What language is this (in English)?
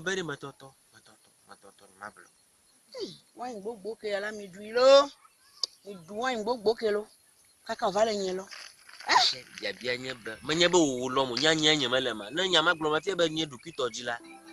Ewe